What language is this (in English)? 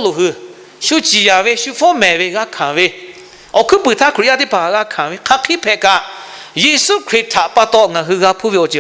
Lahu